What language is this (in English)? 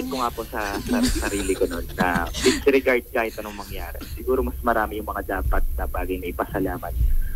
Filipino